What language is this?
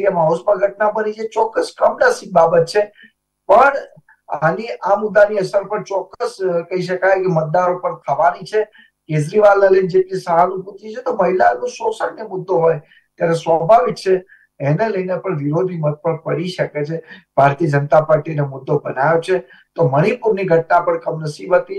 Gujarati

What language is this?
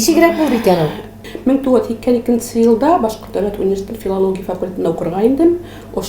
Tatar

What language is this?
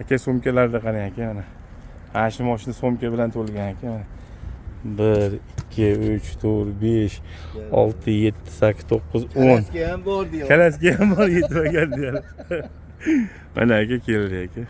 Uzbek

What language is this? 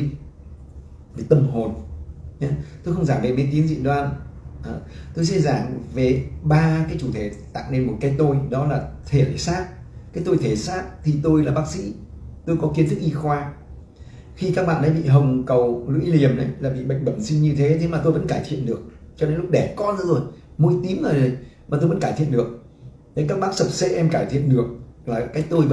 Vietnamese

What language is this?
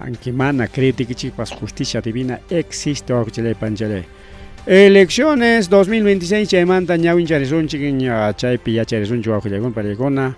Ayacucho Quechua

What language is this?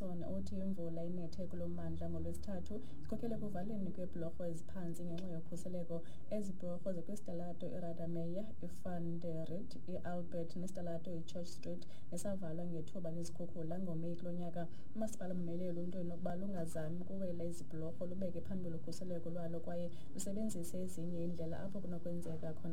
Xhosa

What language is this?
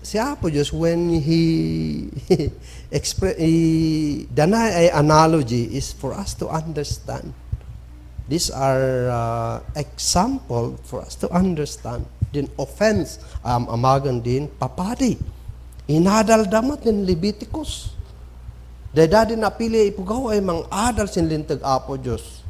Kankanaey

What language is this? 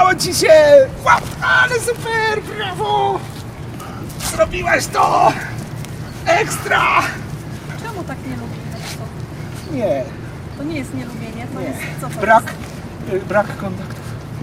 Polish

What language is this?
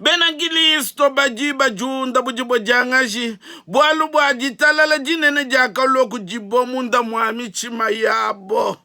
Luba-Lulua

